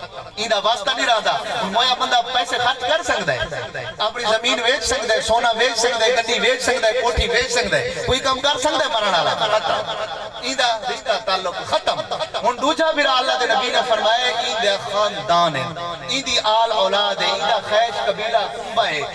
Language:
Saraiki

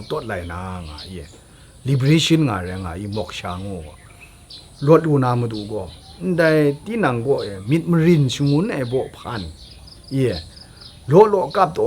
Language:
Kachin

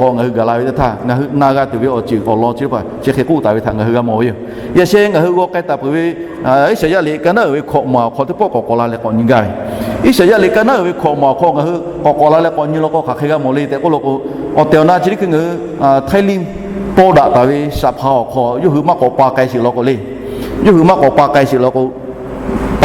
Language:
Lahu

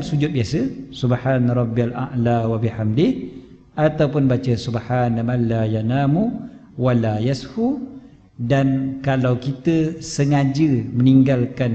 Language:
Malay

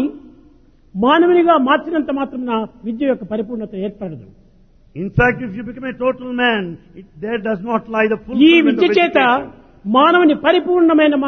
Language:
Telugu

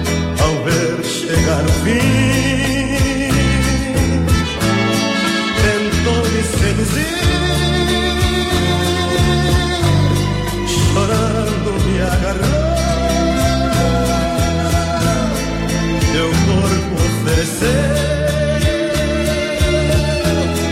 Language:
Portuguese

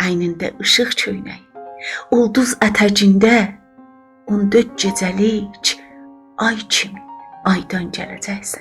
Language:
South Azerbaijani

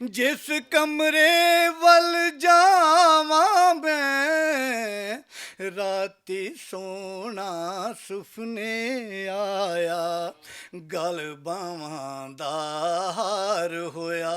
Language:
Western Panjabi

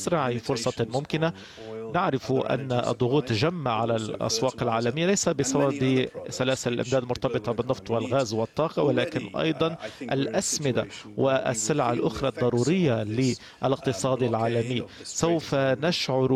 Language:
Arabic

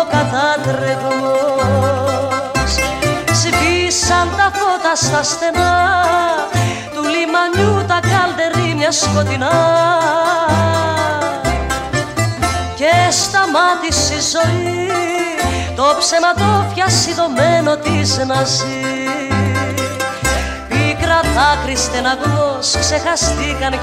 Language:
Greek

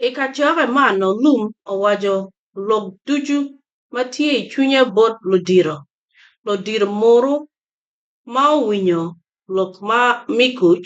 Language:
Acoli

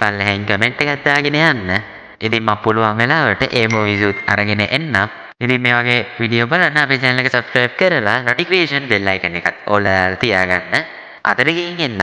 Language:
Sinhala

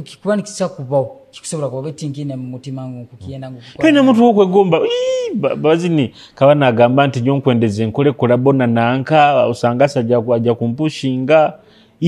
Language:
Nyoro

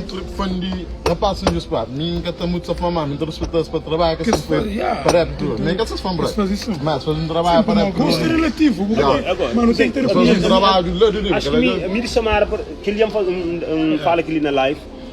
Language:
Kabuverdianu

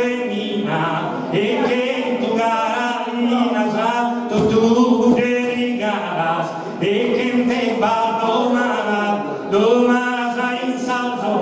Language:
Sardinian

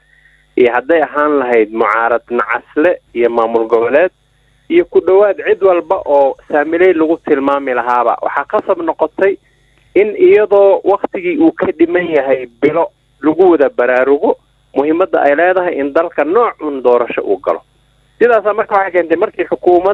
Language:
Somali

